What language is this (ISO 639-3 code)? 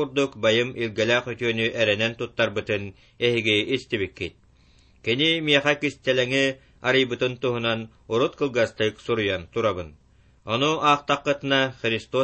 sah